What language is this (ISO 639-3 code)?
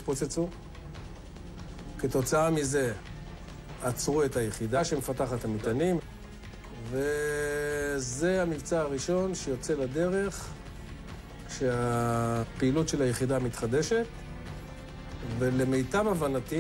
heb